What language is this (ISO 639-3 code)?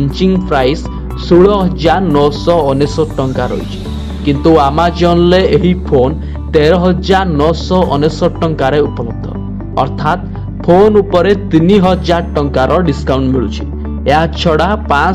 ori